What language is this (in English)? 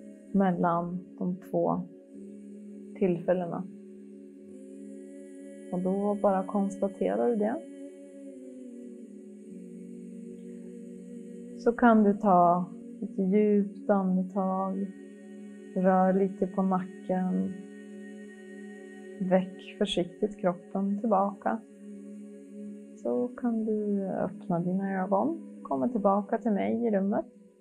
Swedish